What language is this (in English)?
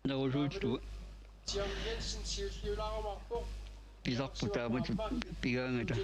Kalaallisut